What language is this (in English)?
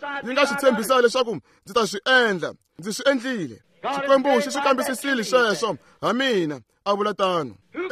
Tsonga